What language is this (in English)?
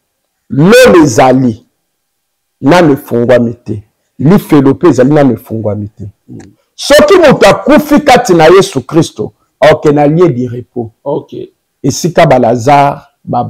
Lingala